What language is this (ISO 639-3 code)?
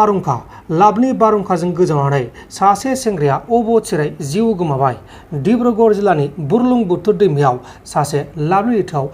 brx